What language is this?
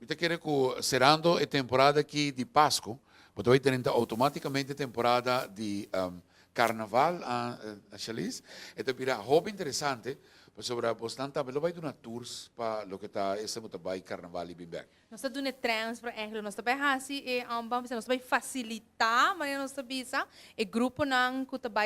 Papiamento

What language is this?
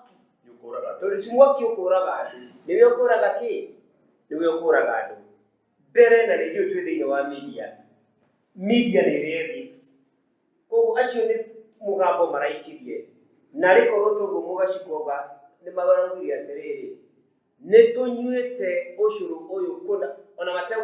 Kikuyu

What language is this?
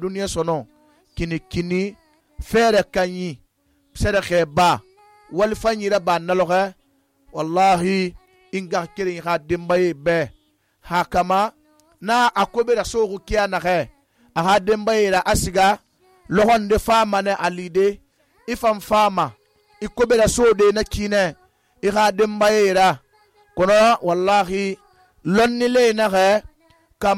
Susu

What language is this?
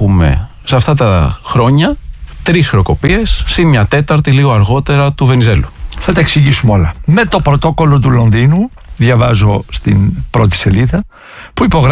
Greek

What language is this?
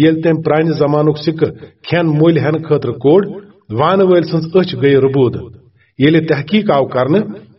Kashmiri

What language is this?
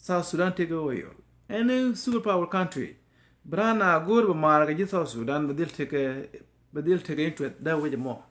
Nuer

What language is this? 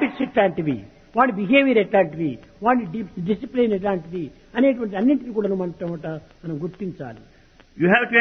Telugu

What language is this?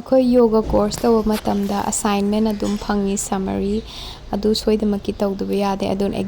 Manipuri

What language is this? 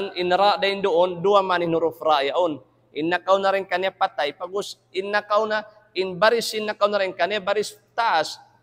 Tausug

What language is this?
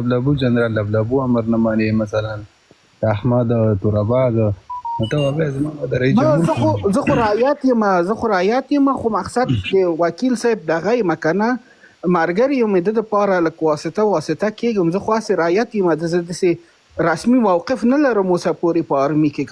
Pashto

